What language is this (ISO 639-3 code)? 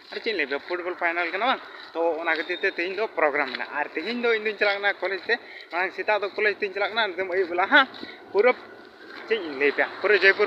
sat